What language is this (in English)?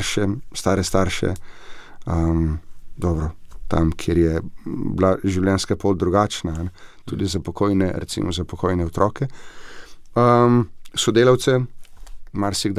Slovenian